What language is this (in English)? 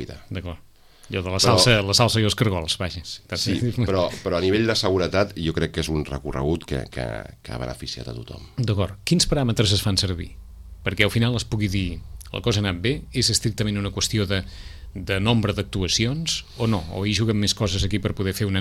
Catalan